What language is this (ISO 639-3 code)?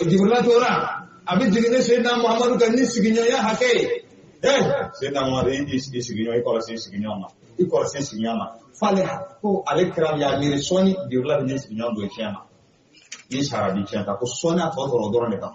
bam